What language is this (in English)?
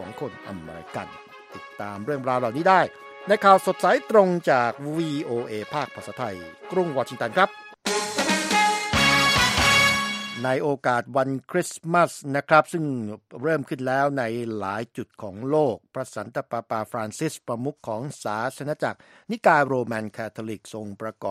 Thai